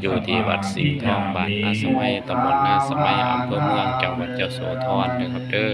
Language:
Pali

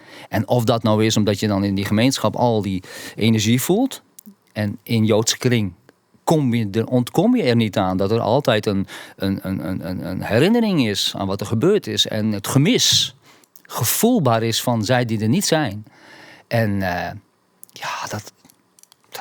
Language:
Western Frisian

